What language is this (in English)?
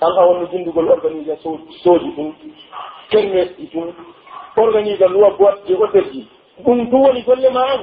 Pular